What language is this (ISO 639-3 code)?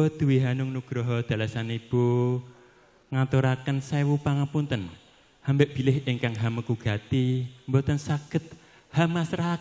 jav